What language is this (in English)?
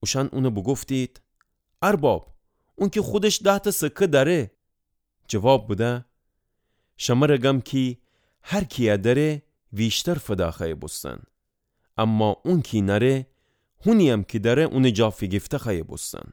Gilaki